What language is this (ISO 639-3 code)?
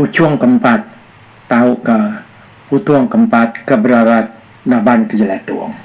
iba